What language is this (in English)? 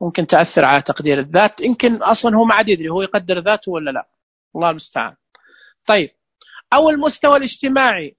Najdi Arabic